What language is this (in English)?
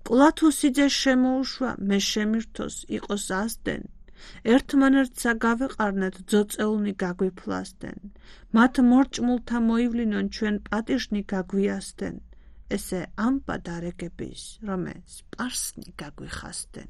Georgian